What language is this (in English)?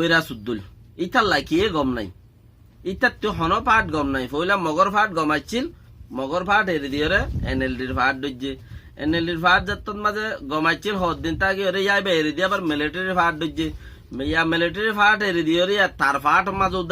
Rohingya